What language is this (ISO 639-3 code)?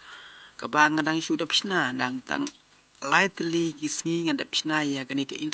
kha